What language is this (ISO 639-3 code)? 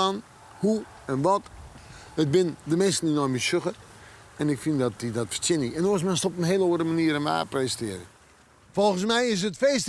fry